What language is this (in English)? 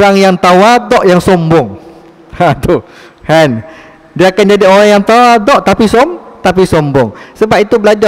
Malay